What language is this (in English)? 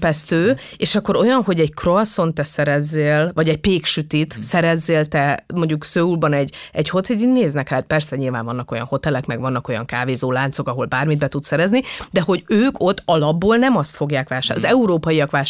Hungarian